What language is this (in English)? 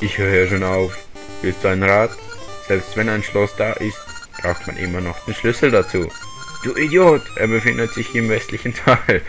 Swiss German